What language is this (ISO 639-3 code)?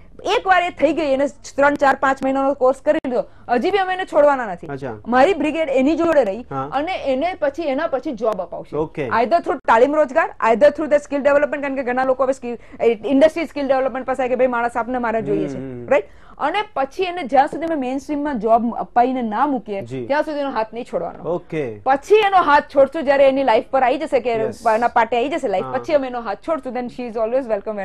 guj